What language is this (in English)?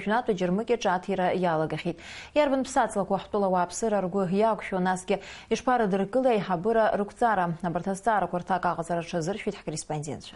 Abkhazian